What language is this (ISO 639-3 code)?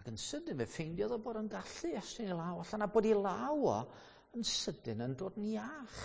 cym